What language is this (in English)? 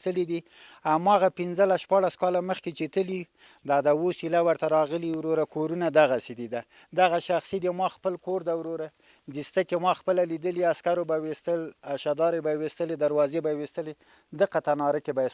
Pashto